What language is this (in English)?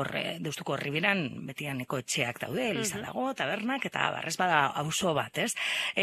Basque